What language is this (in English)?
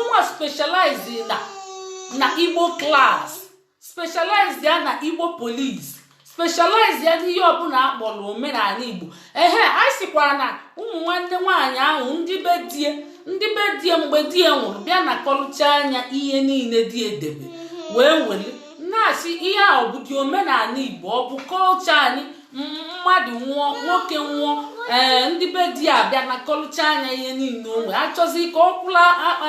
Igbo